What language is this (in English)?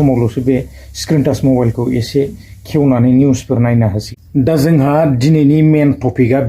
Bodo